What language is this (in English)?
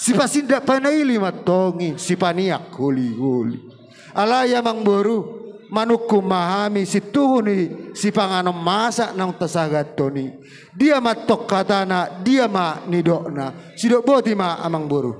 Batak Toba